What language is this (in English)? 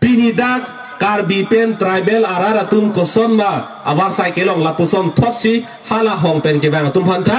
Karbi